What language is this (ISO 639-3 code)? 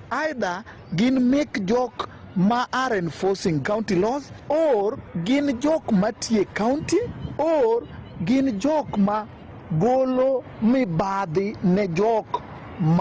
luo